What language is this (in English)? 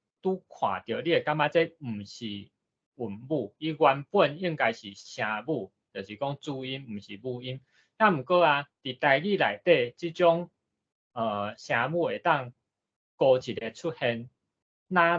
Min Nan Chinese